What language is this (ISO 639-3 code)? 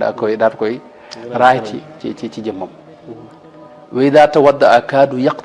wol